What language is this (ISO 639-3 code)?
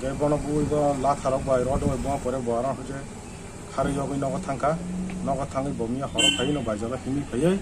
trp